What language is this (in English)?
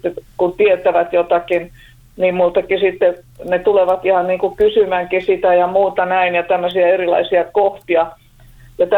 Finnish